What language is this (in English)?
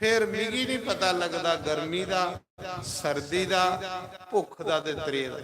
Dogri